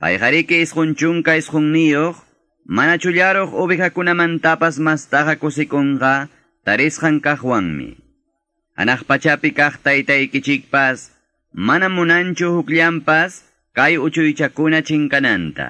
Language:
Quechua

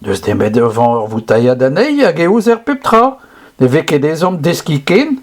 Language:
Breton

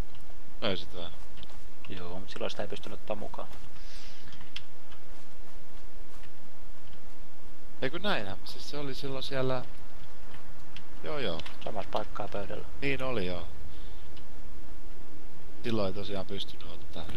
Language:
Finnish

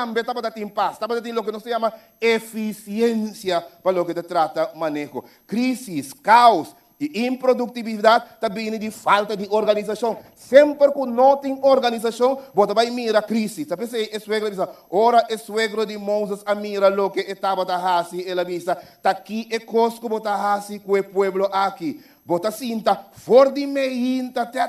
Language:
Papiamento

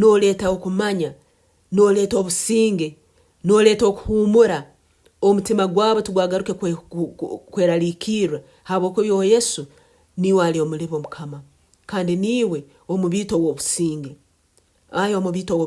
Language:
Nyankole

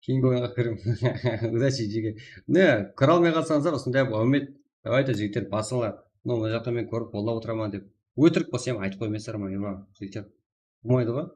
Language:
Kara-Kalpak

